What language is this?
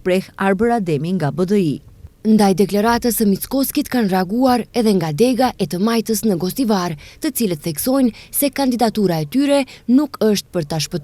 Albanian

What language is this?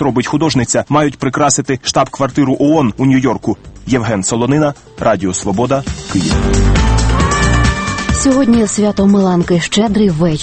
Ukrainian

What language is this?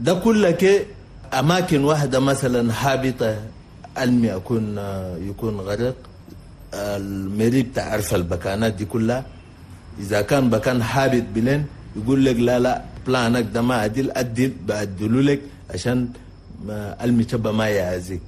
Chadian Arabic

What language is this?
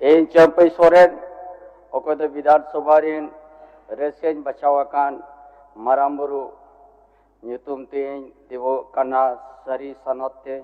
Santali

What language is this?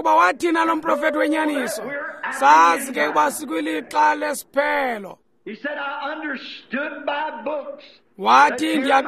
Xhosa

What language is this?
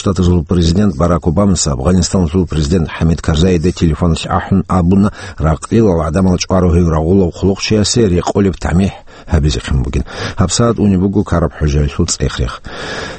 Avaric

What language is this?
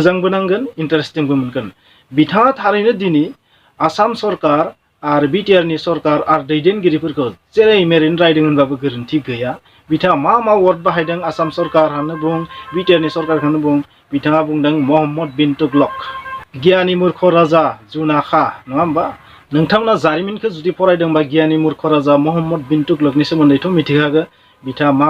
Bodo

